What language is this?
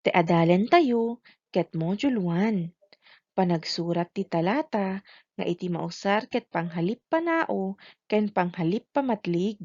Iloko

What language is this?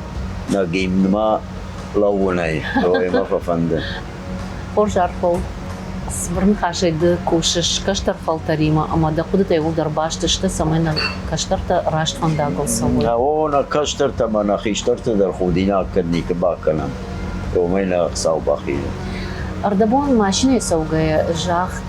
Ossetic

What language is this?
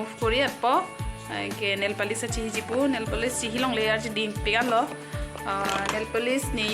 Karbi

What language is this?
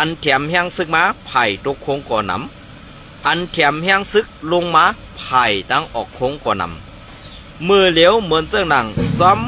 Shan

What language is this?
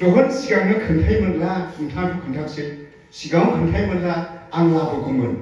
Bodo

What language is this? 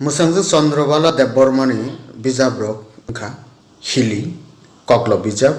Kok Borok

